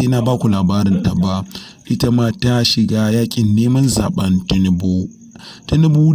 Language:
Hausa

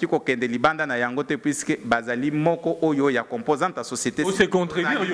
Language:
Lingala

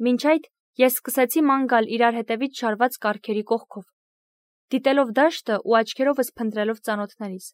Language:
Armenian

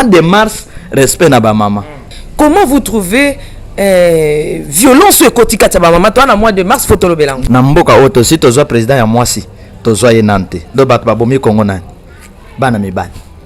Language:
Lingala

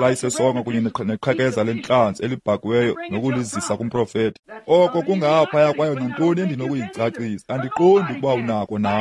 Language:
Xhosa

